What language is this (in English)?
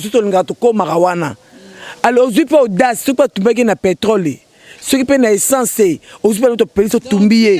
Lingala